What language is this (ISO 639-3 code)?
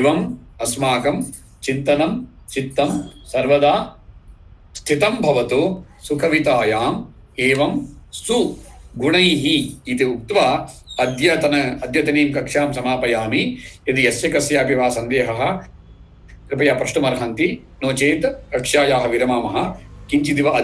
san